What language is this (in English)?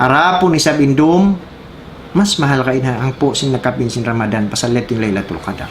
Tausug